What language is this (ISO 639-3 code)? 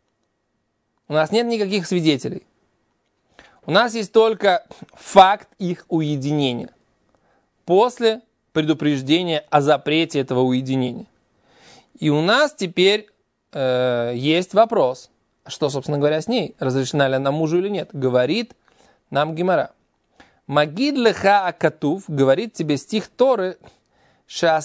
rus